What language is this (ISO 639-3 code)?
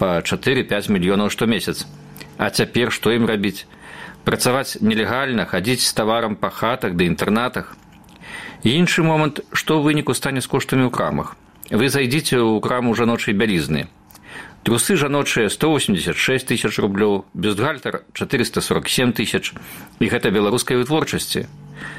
bel